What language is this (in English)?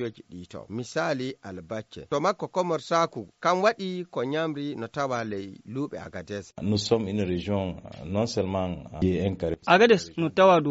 Fula